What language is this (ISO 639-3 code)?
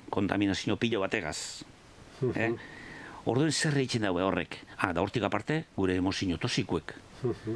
eus